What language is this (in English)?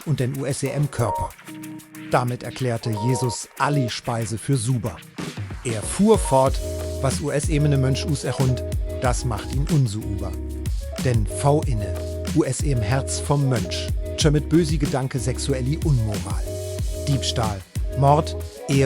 Swiss German